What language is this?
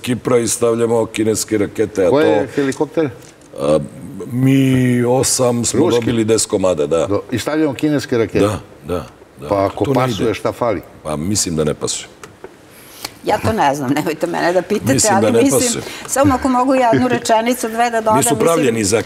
Serbian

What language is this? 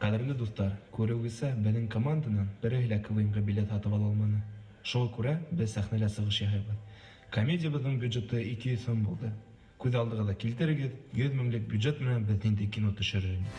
Bashkir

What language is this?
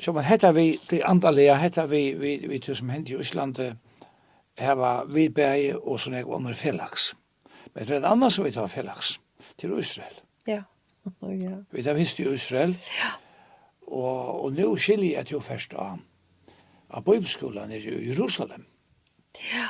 Faroese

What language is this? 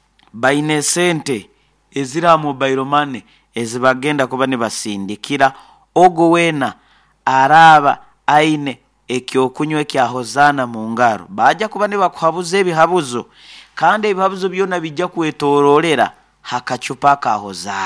Nyankole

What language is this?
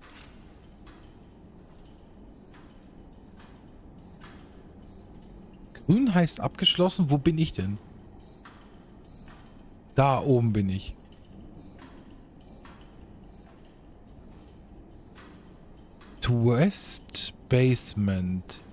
German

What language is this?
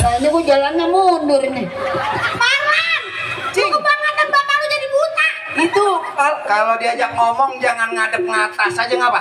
Betawi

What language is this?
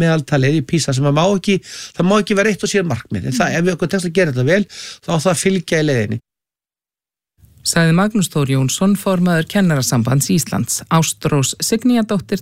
Icelandic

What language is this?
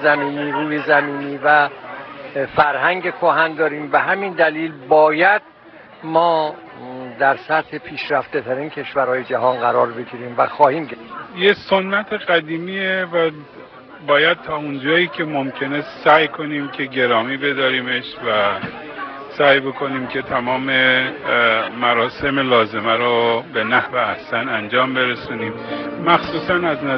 Persian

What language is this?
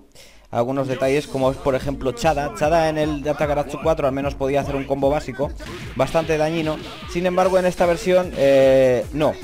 Spanish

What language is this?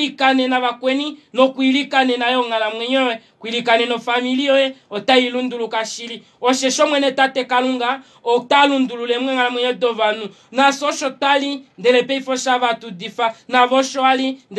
Kuanyama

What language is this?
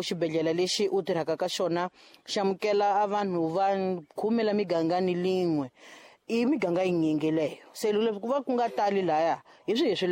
Tsonga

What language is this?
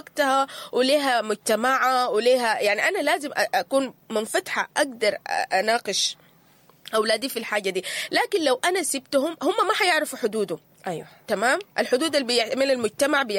Sudanese Arabic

